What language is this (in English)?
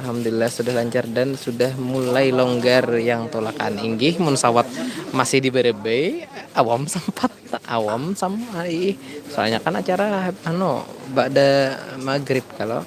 Banjar